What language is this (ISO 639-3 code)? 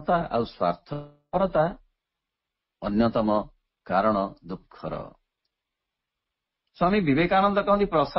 ori